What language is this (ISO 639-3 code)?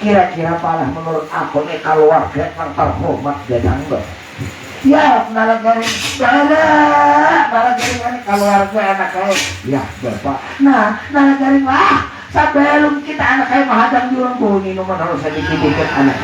bjn